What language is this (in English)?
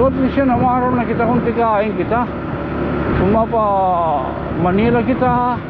Waray